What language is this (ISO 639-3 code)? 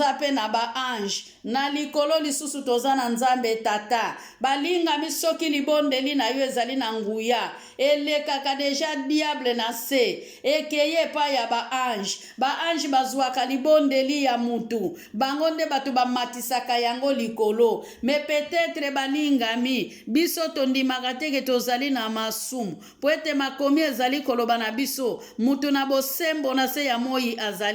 lin